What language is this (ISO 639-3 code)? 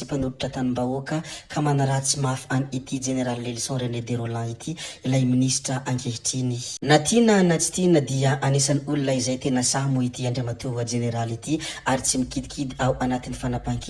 mlg